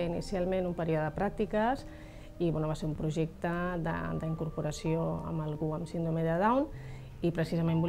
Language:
Catalan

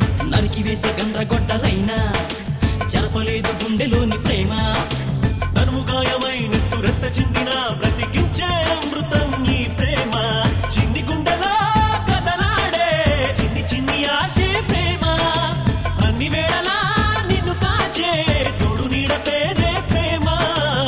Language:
Telugu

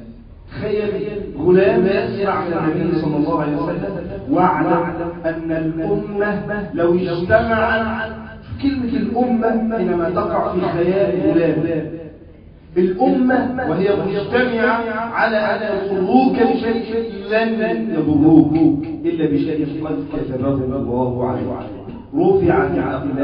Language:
Egyptian Arabic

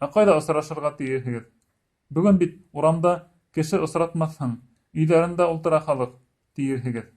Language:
Bashkir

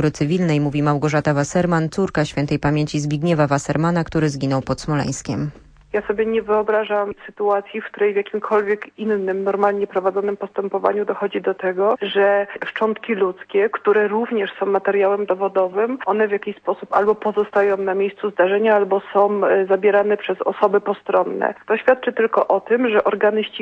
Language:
Polish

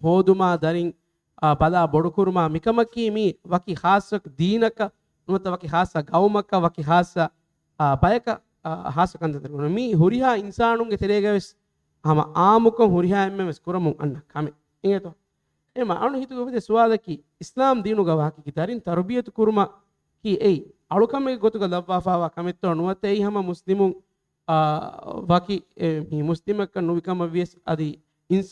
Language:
Divehi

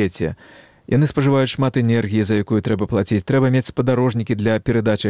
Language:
Belarusian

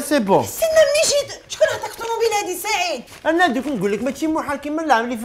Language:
Algerian Arabic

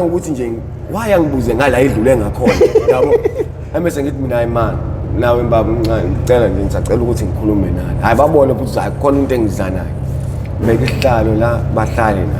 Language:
Zulu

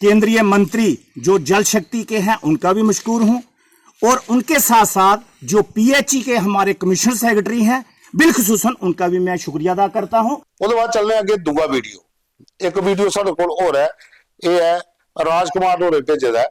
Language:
Dogri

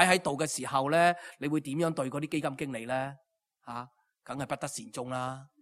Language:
Cantonese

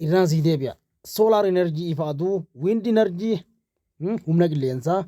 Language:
Oromo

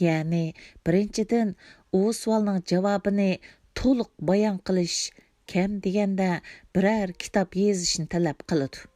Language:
Uyghur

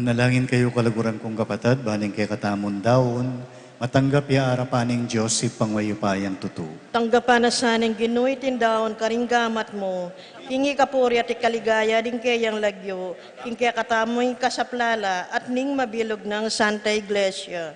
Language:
Pampanga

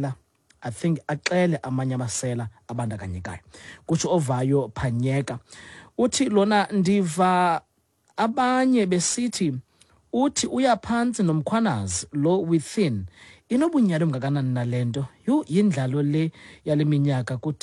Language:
Xhosa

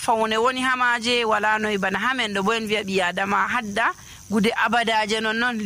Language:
Nigerian Fulfulde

